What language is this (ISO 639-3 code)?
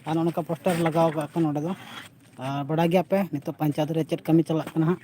sat